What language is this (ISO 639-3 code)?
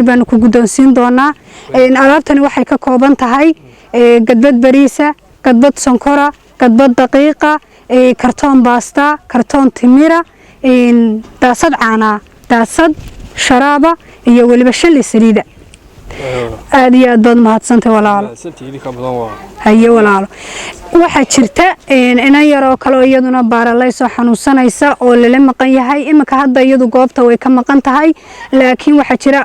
som